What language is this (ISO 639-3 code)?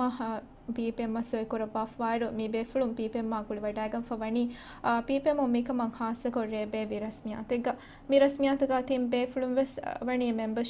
div